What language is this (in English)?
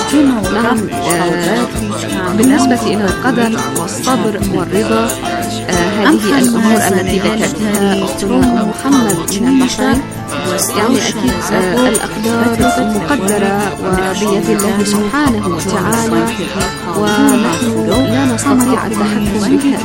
Arabic